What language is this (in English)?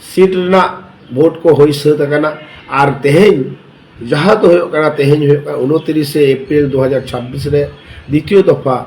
Santali